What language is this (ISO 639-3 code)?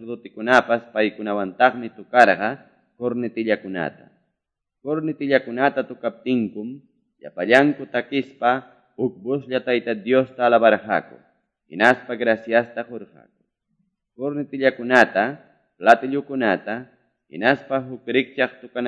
que